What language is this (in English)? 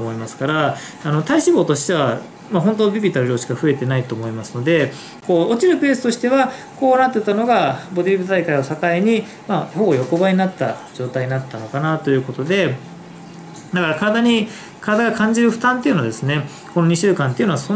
Japanese